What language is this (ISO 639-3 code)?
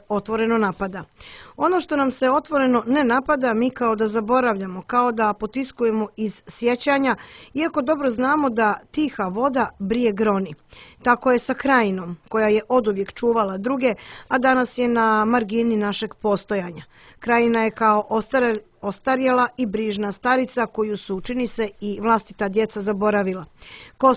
srp